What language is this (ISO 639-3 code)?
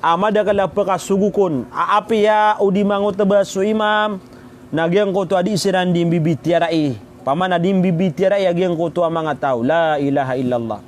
mrw